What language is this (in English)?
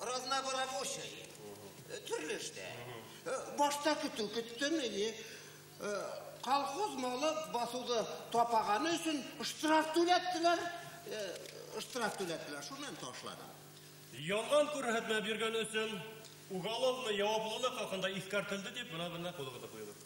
Bashkir